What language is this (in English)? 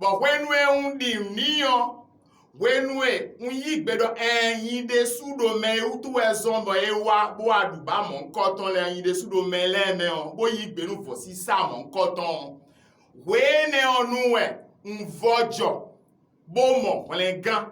Fon